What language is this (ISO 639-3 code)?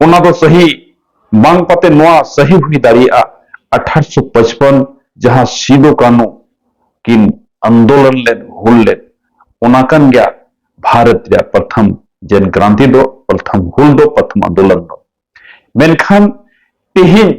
sat